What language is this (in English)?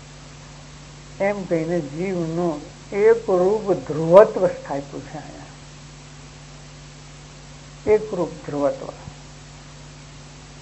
Gujarati